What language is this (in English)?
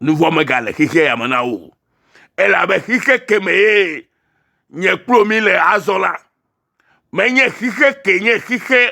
Ewe